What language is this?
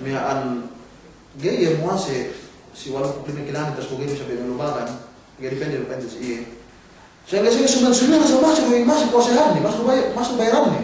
Yakan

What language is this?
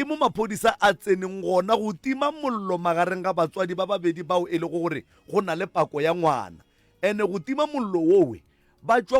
Northern Sotho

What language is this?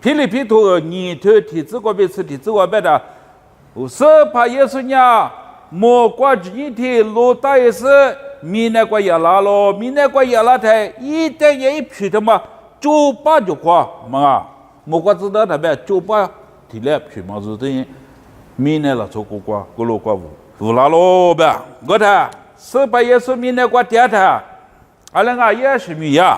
Lisu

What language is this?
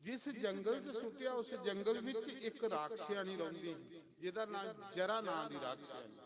Dogri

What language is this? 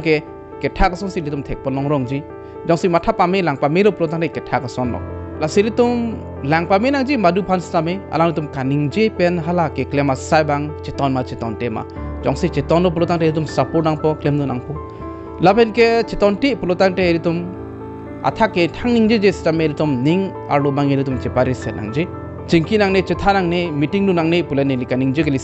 Karbi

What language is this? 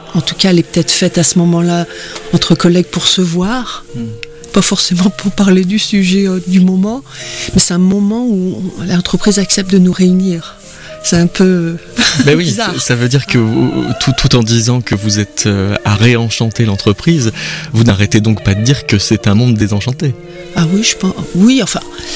French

